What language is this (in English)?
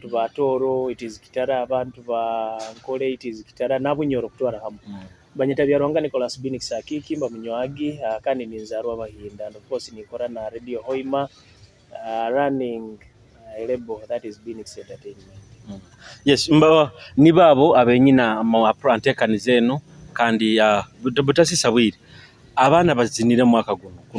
Nyoro